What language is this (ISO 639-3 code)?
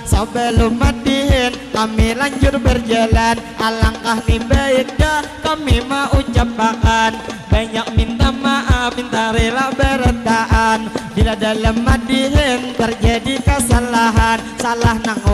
bjn